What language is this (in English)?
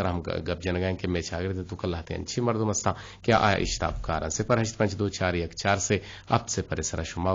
Eastern Balochi